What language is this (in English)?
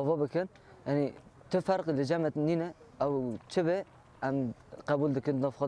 Kurdish